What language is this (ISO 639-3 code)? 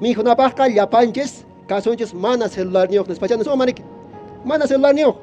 que